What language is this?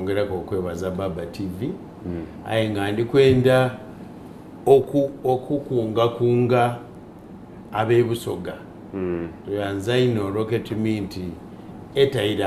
Soga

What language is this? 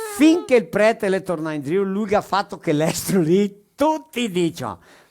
Venetian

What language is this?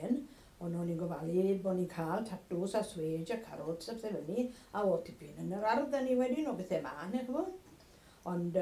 Welsh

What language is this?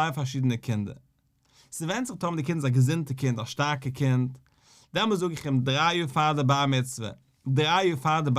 Yiddish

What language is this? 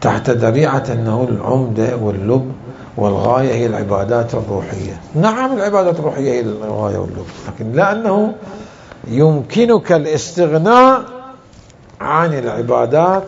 Mesopotamian Arabic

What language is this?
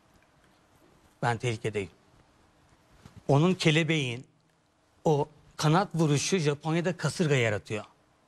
Turkish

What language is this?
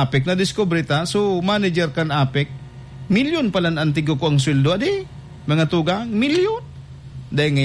Bikol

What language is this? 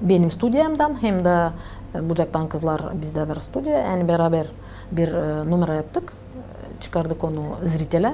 Gagauz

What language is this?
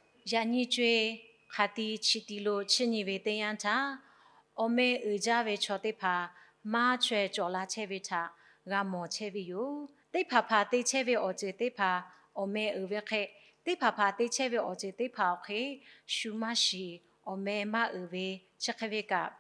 Lahu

